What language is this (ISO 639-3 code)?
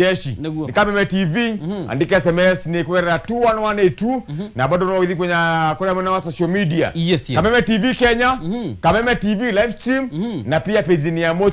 kik